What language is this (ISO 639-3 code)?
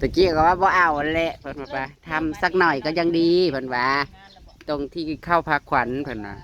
tts